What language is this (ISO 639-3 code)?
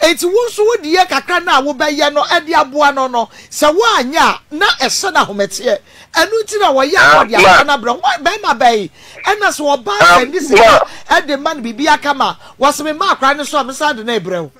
aka